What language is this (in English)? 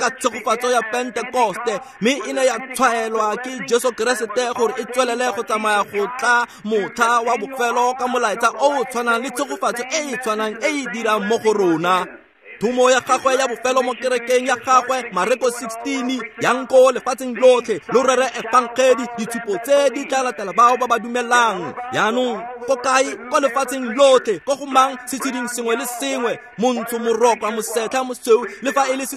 Tswana